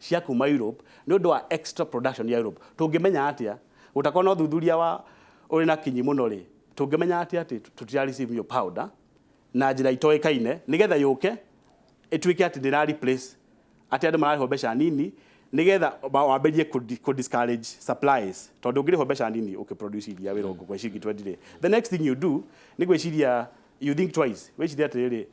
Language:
Kikuyu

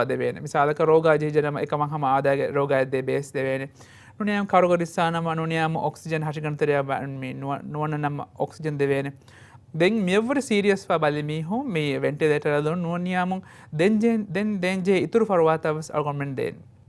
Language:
Divehi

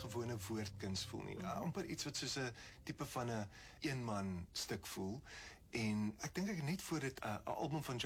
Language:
Afrikaans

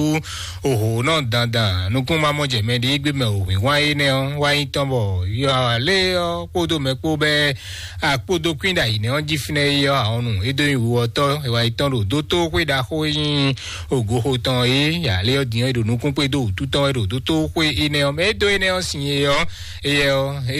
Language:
Fon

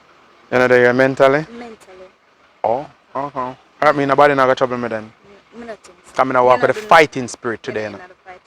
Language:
Jamaican Creole English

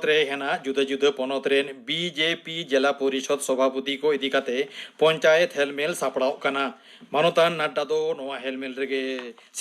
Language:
Santali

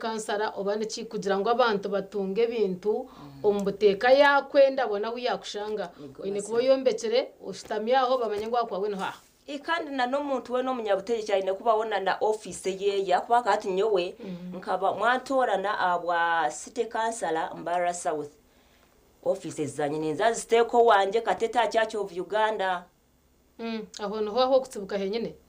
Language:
Nyankole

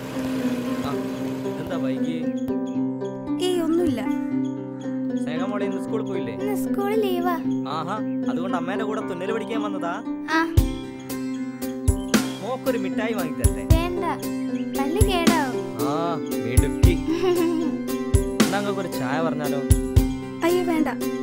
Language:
Malayalam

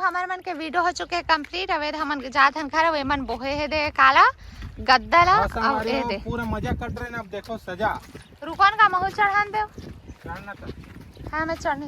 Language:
Chhattisgarhi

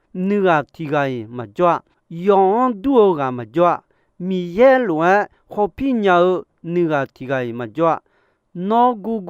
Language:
Akha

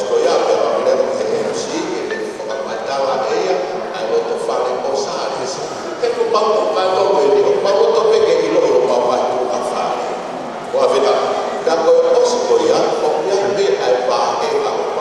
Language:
Tongan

